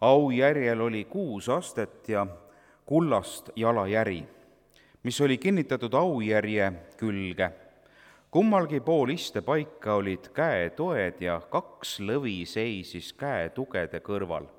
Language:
Estonian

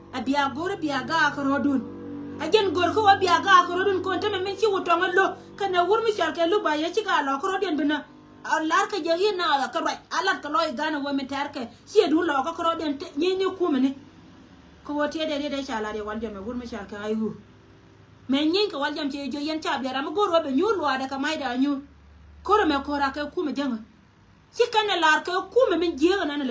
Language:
Nuer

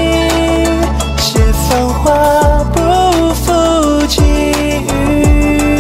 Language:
Chinese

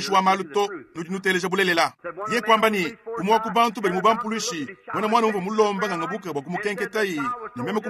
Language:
Luba-Lulua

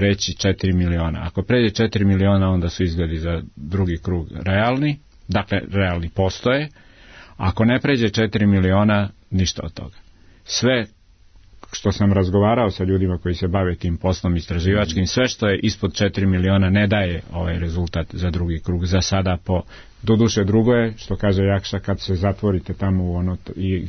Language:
Serbian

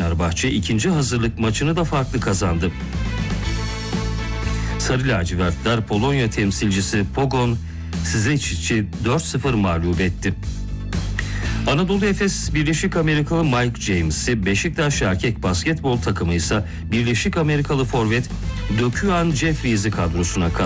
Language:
Turkish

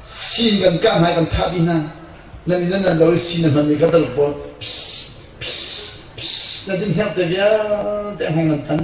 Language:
Hakha Chin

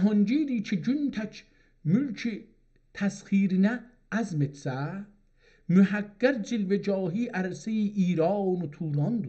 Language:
South Azerbaijani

